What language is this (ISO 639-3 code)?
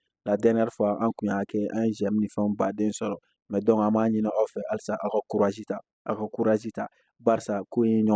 bam